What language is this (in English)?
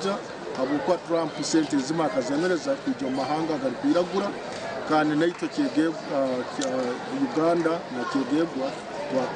Nyankole